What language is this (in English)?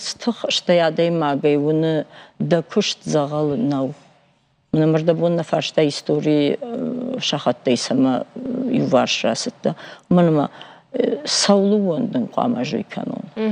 Ossetic